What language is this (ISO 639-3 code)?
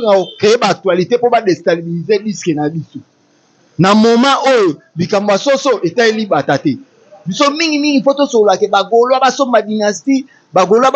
lin